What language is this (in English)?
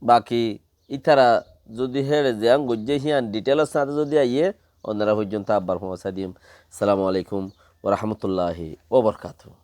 Rohingya